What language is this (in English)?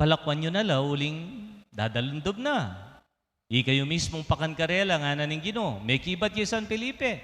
Pampanga